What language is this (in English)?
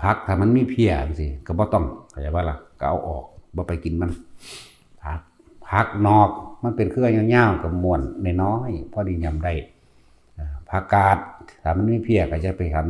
Northeastern Thai